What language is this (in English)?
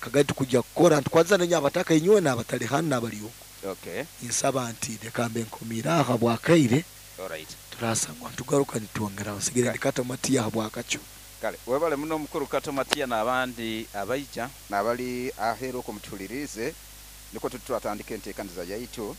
Nyankole